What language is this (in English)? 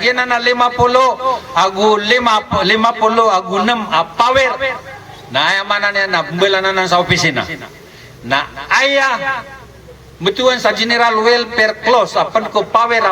Maranao